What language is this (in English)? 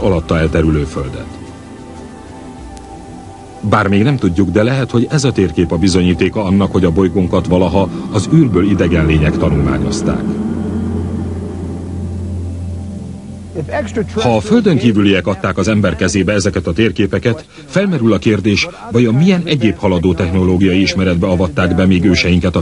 Hungarian